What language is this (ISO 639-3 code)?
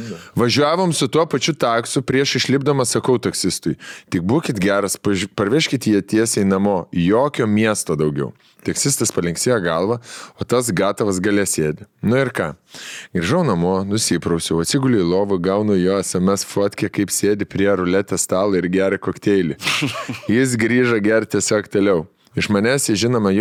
lit